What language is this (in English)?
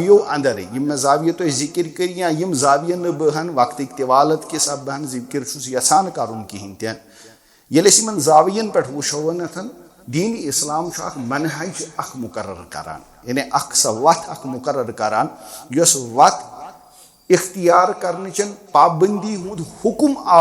Kashmiri